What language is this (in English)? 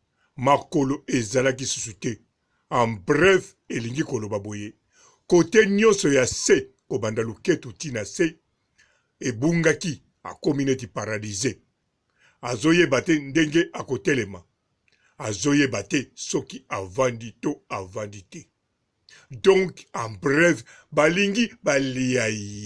Lingala